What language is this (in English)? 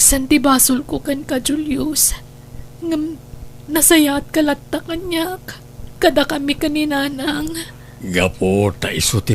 Iloko